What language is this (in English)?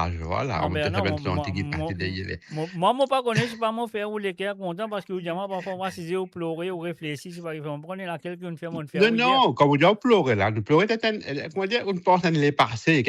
Morisyen